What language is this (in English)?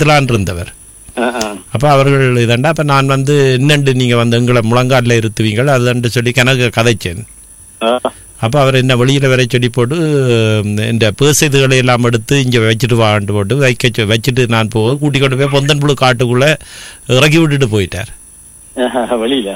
Tamil